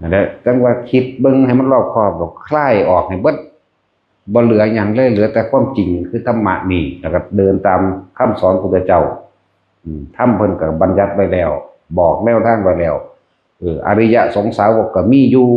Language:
Northeastern Thai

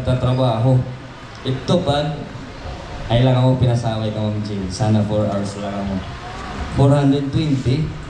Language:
Waray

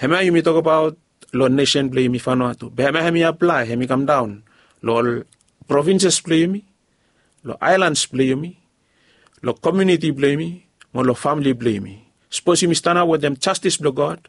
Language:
Bislama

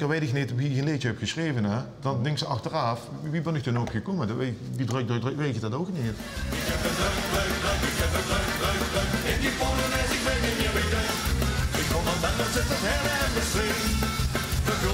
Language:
Limburgish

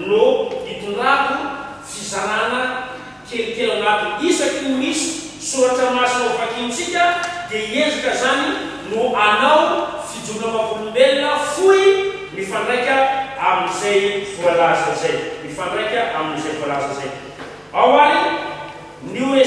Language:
Malagasy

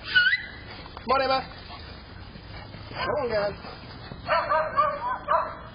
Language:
English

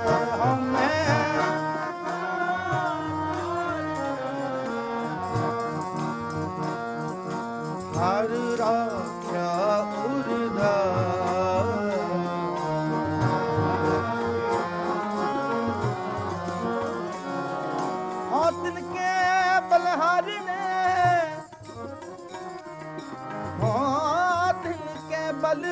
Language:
Punjabi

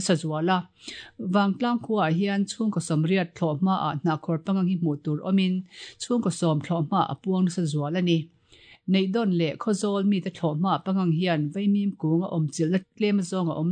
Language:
Mizo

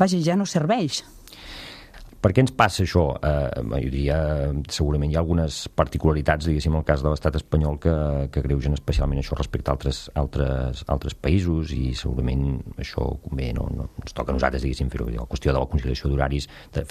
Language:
Catalan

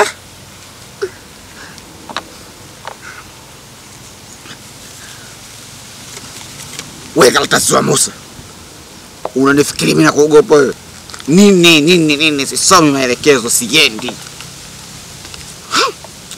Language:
Swahili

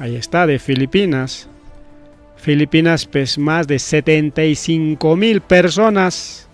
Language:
Ayacucho Quechua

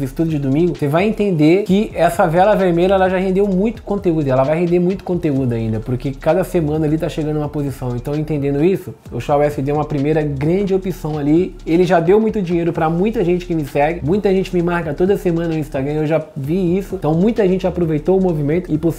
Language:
Portuguese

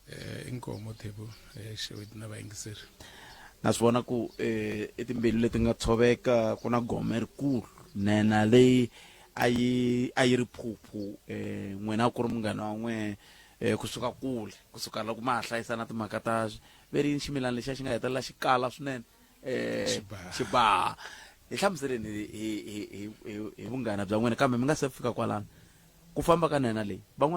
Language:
Tsonga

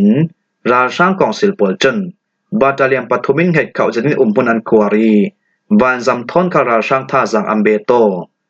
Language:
Falam Chin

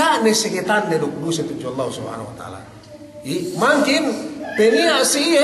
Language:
Yakan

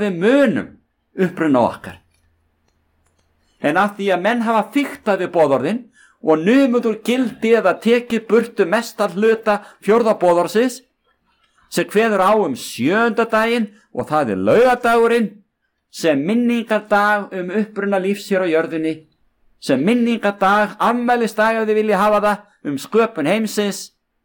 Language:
Icelandic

